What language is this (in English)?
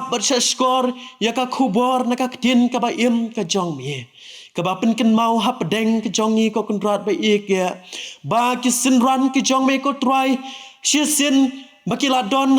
Khasi